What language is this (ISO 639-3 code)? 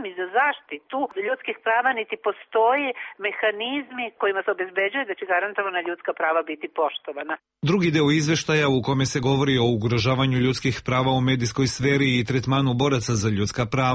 srp